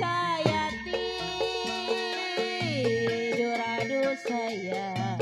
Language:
Betawi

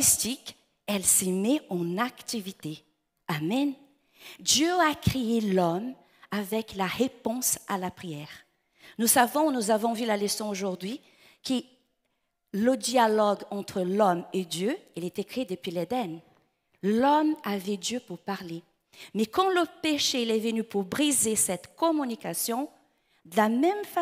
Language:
French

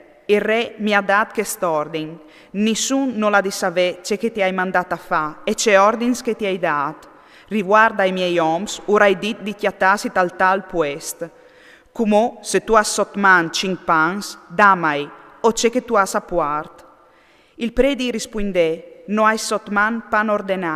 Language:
Friulian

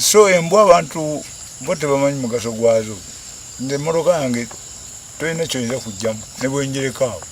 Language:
Ganda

